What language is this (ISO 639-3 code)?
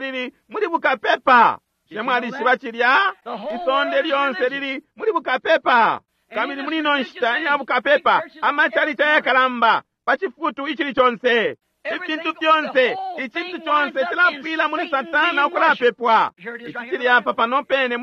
bem